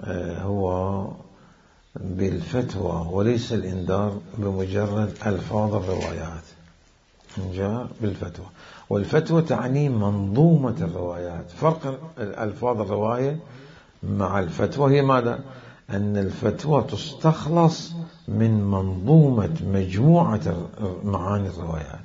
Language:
Mesopotamian Arabic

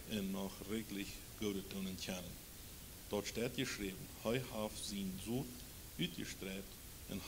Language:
Plautdietsch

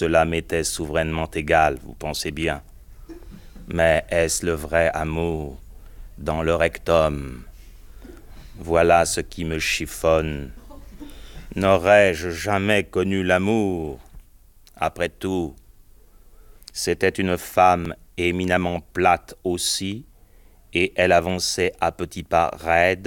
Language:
French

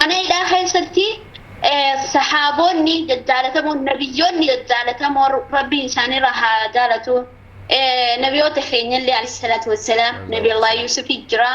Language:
Oromo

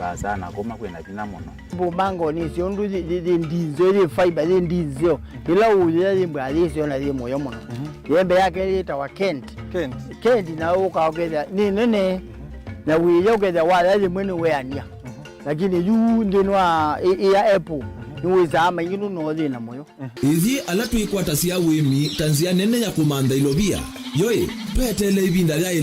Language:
Kamba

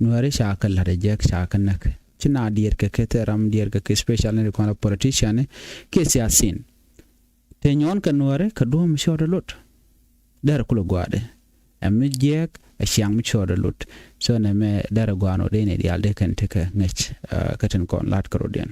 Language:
Nuer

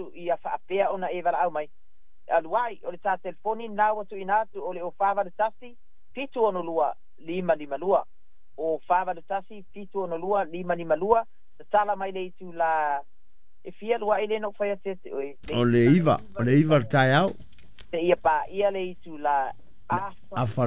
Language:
Samoan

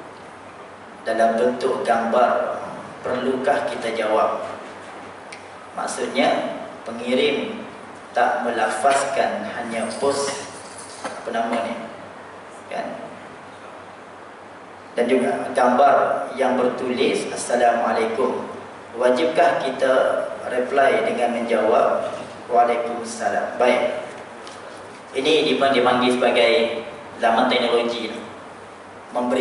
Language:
Malay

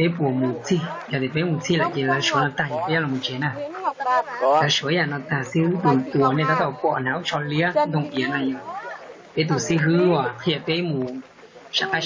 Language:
Hmong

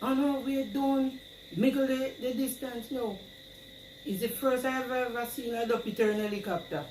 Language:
Jamaican Creole English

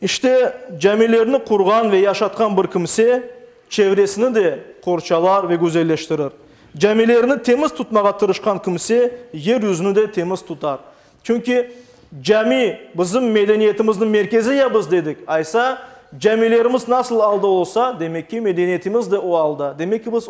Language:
Crimean Tatar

